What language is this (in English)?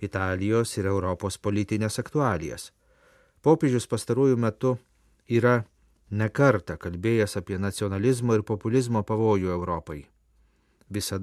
Lithuanian